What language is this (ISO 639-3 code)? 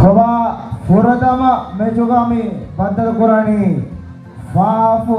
div